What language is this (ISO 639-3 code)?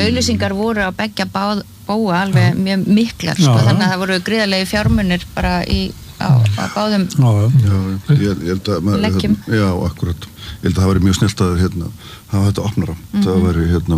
isl